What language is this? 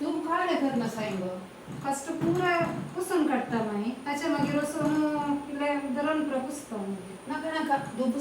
Konkani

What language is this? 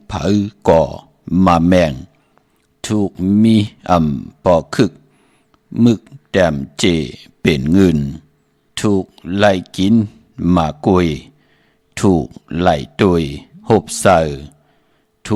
Shan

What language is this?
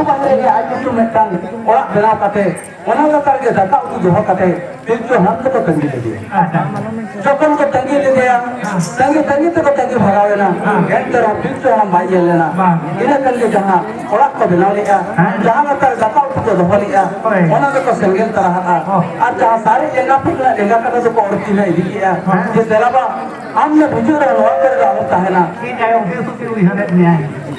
Santali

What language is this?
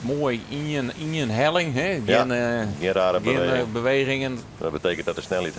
Western Frisian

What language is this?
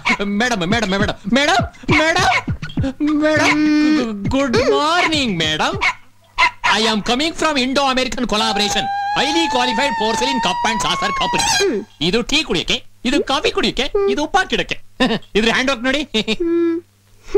Kannada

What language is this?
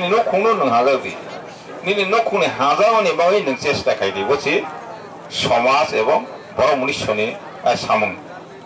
Kok Borok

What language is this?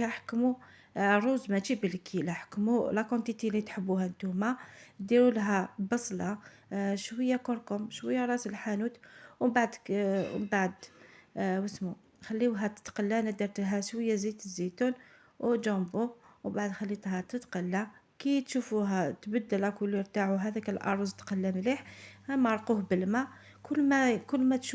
Algerian Arabic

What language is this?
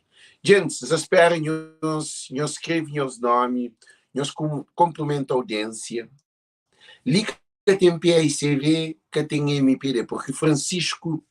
Kabuverdianu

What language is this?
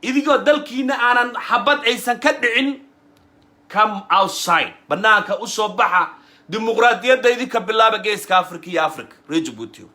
Somali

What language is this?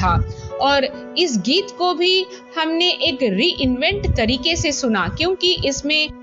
Hindi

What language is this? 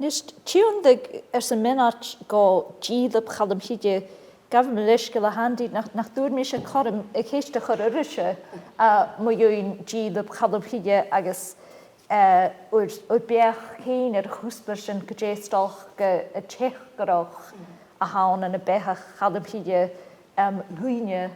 Scottish Gaelic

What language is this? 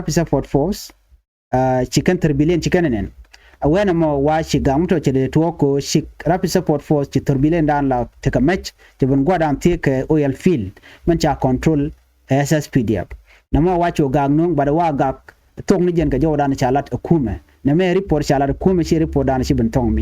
Nuer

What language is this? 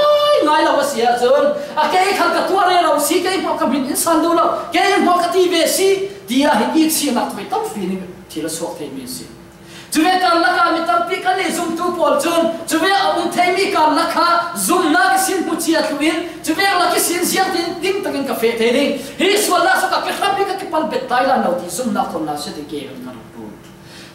Falam Chin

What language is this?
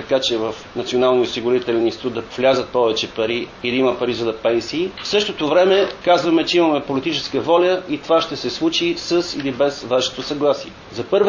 Bulgarian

